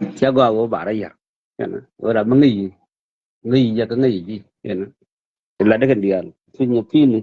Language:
Nuer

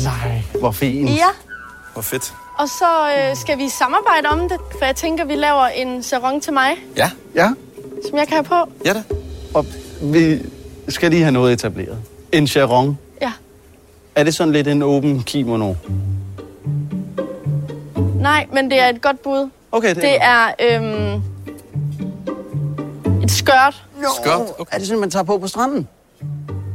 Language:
Danish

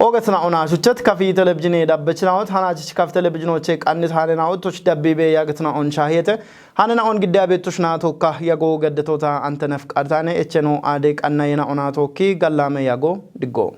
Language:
Kafa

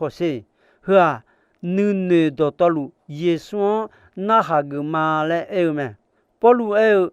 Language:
Akha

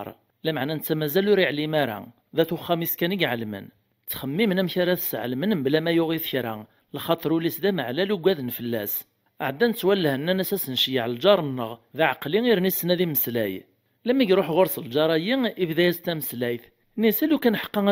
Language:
Kabyle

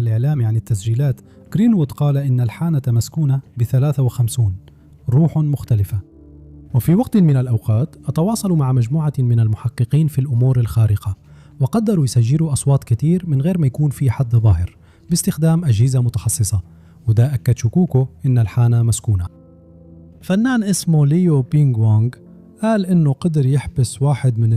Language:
Egyptian Arabic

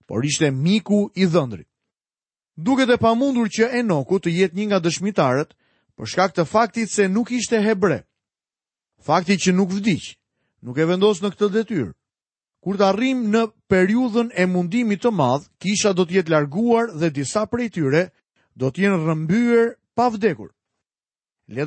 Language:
Albanian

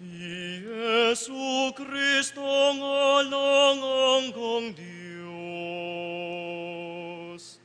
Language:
Pampanga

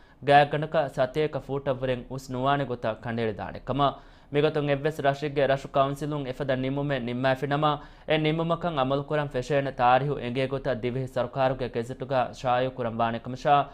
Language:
Divehi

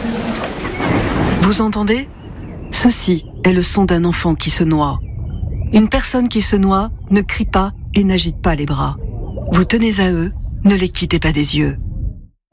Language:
French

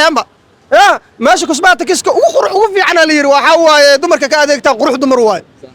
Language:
Somali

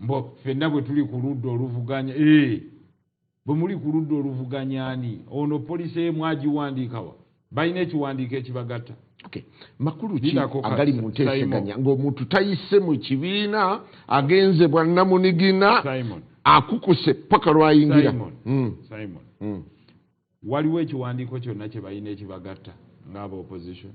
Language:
Ganda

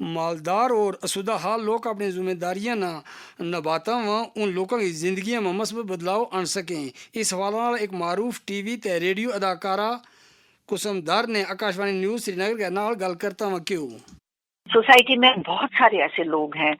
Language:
Gujari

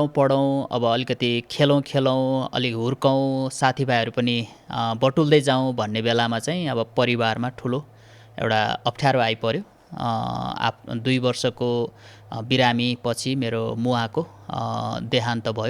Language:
Nepali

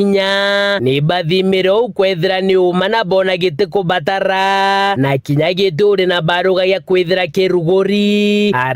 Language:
Meru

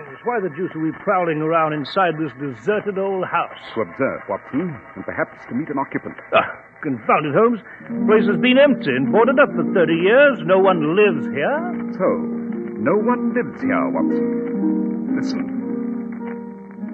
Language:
English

